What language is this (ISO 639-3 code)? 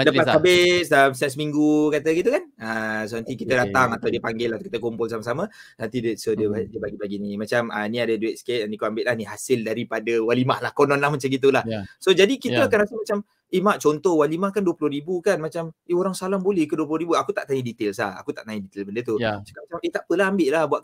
msa